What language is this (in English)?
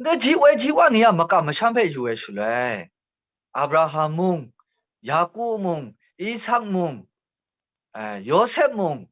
Kachin